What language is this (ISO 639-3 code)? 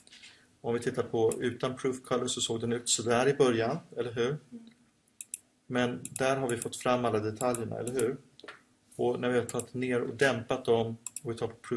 swe